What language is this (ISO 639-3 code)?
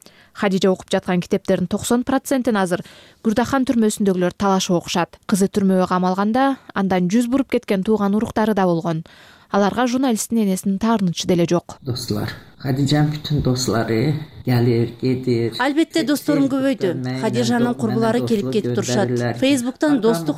kir